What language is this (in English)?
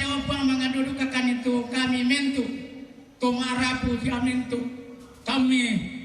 Toraja-Sa'dan